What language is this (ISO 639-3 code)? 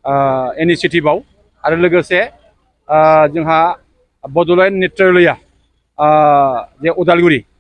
brx